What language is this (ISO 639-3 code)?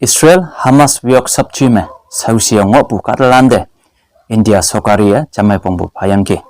nbe